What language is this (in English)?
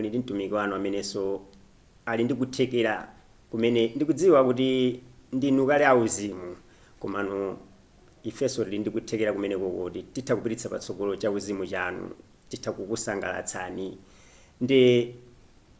Nyanja